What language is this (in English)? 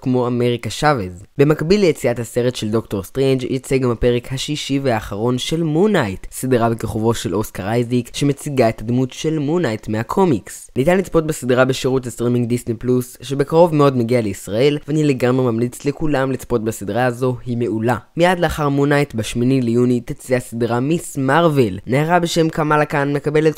Hebrew